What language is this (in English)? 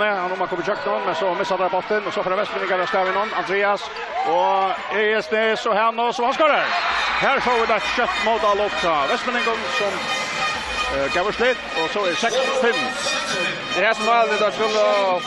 Faroese